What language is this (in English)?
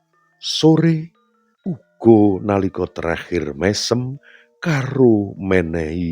Javanese